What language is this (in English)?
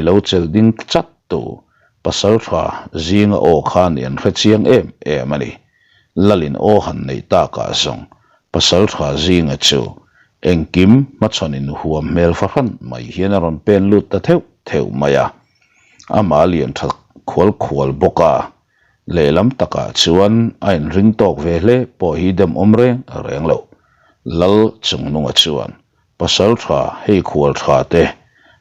Mizo